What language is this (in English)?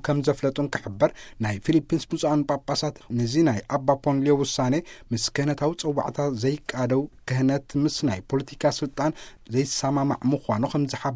Tigrinya